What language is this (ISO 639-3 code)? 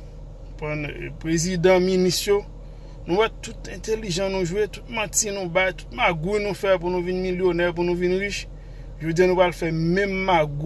hat